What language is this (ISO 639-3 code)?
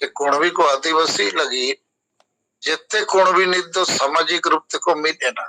sat